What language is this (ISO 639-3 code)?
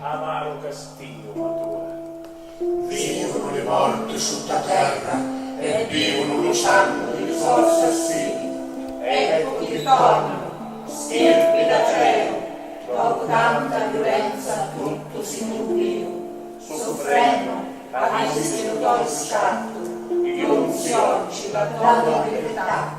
scn